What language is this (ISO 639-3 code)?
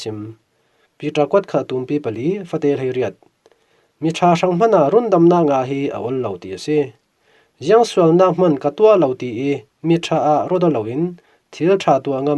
cfm